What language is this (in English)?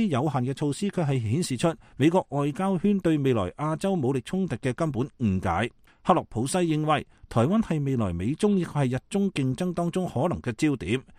Cantonese